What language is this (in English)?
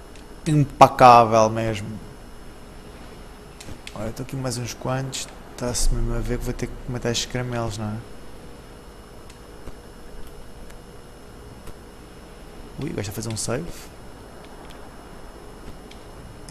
Portuguese